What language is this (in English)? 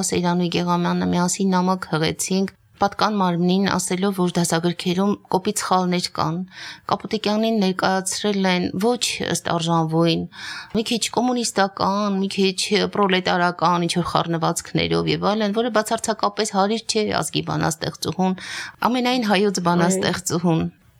Armenian